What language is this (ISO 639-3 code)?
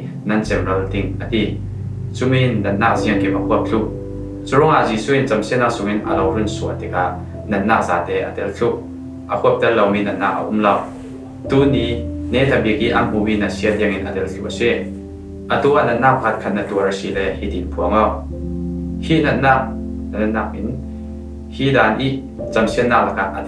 cfm